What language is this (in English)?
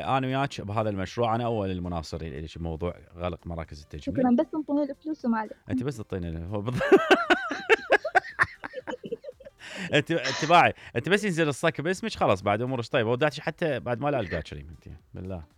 Mesopotamian Arabic